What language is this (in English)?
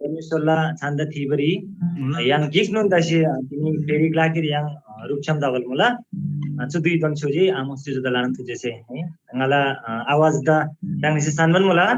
Eastern Tamang